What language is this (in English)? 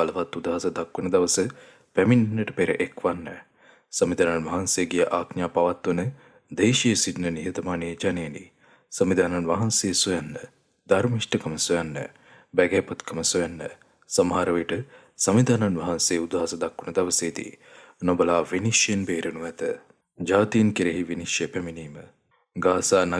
Sinhala